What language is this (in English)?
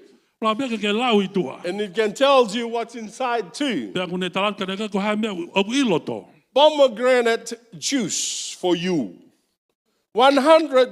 Tongan